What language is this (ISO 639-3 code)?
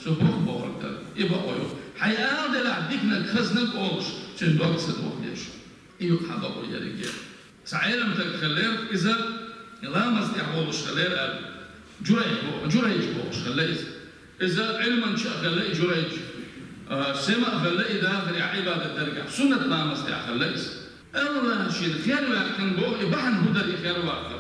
che